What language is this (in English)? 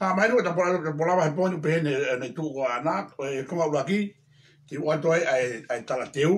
Tongan